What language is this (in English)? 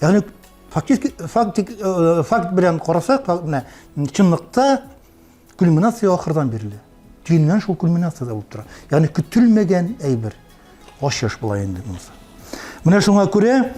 Tatar